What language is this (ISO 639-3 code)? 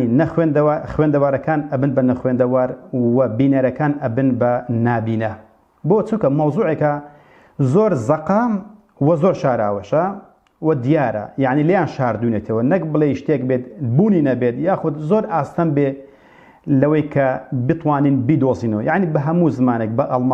ckb